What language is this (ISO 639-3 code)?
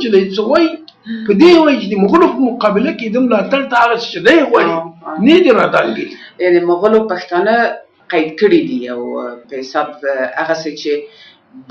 pus